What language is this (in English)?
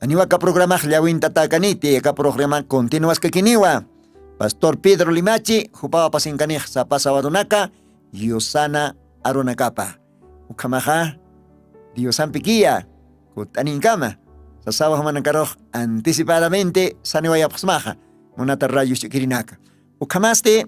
Aymara